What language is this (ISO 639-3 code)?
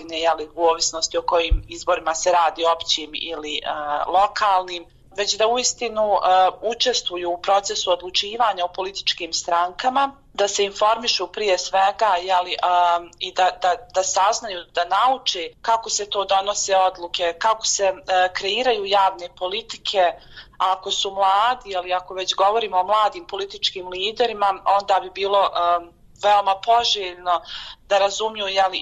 bos